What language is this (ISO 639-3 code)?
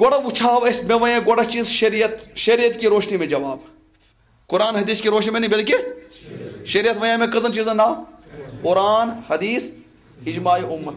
kas